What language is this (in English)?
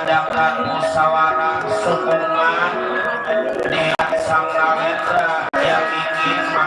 Betawi